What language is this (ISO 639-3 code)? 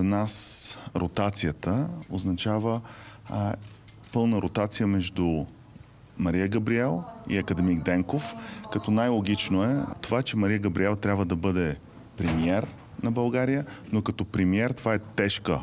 bul